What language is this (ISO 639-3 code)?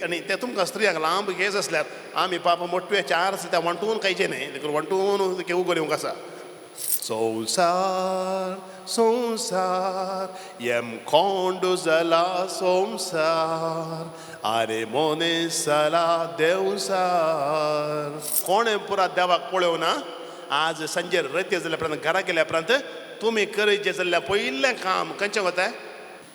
kok